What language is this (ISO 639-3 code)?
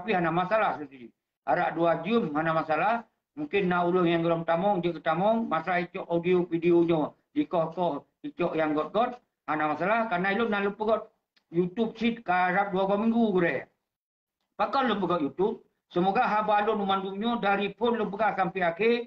ace